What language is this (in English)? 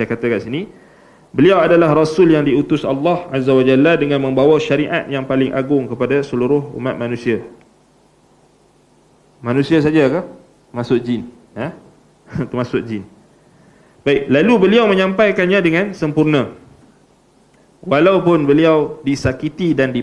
Malay